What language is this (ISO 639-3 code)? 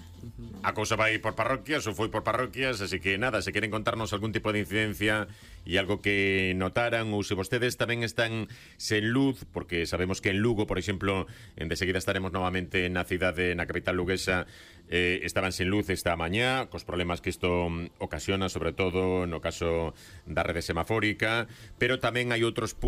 glg